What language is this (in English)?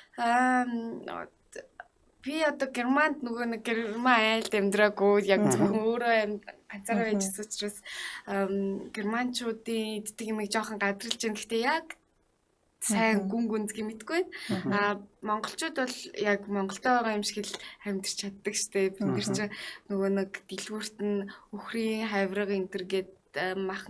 Mongolian